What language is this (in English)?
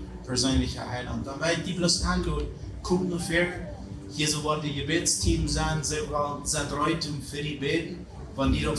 Plautdietsch